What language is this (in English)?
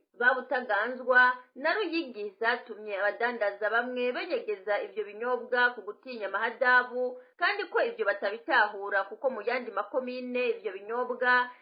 Rundi